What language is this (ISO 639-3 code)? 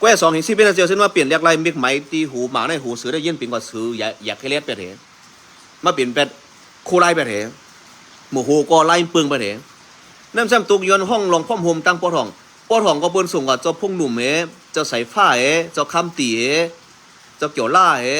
shn